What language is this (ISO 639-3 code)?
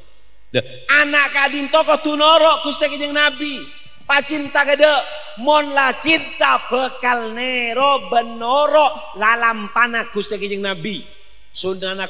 mad